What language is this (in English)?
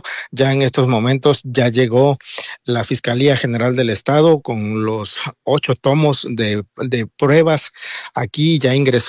Spanish